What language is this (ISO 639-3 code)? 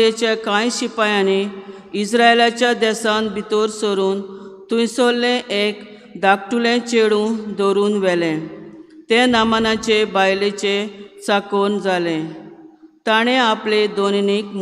kok